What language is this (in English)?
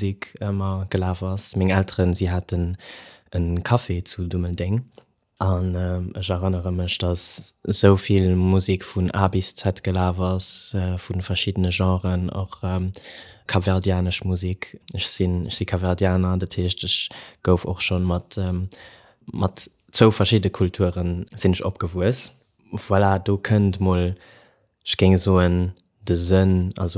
Luxembourgish